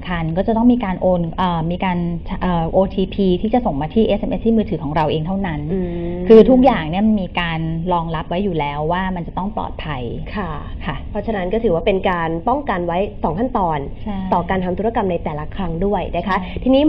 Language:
Thai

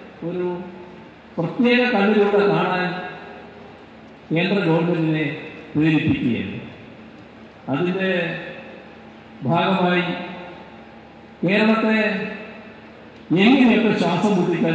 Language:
Malayalam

